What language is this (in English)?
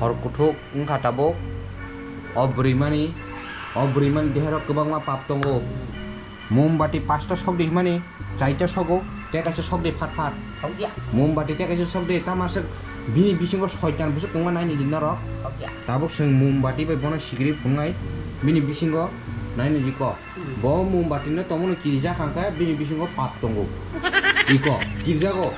Kok Borok